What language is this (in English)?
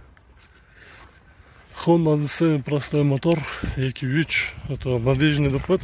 Kyrgyz